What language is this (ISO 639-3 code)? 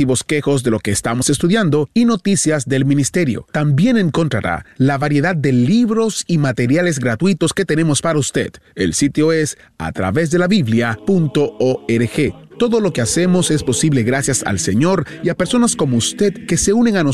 spa